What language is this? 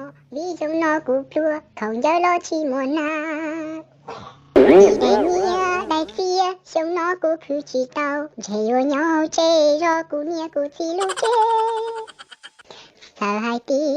Hmong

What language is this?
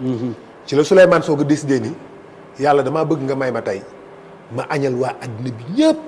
Wolof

